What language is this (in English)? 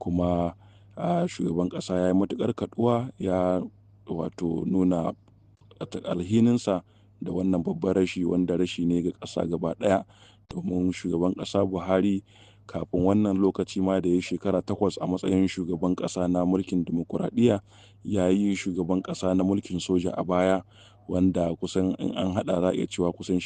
Hausa